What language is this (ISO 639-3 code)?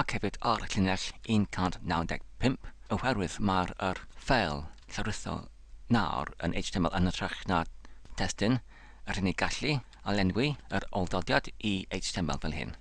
cym